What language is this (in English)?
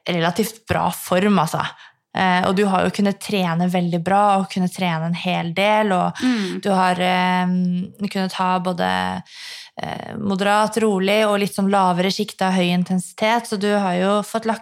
Norwegian